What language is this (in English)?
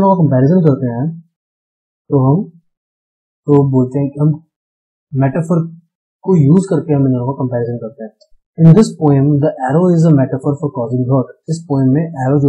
Hindi